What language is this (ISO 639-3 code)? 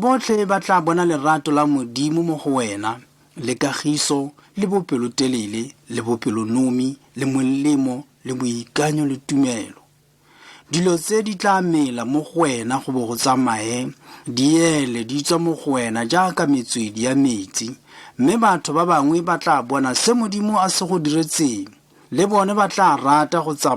tsn